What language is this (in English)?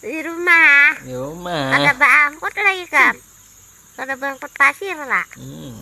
Banjar